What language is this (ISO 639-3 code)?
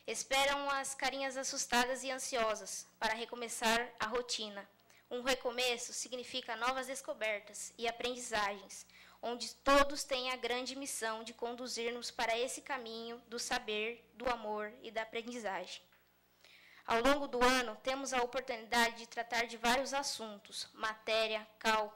por